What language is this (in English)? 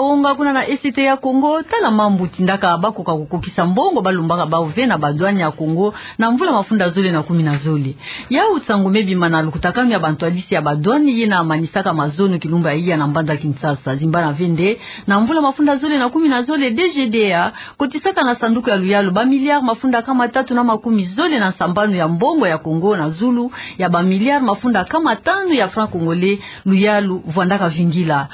Kituba (Democratic Republic of Congo)